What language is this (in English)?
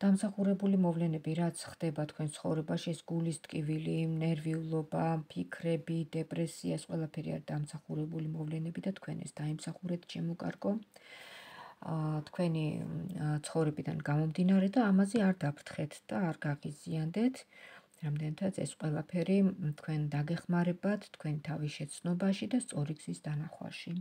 Georgian